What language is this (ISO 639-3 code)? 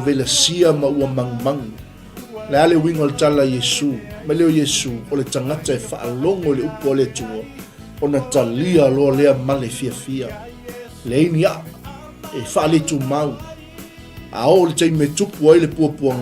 smo